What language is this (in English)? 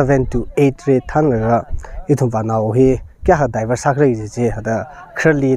Tangkhul Naga (India)